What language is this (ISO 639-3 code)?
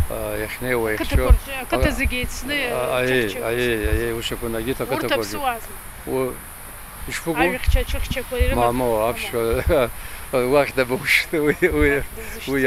abk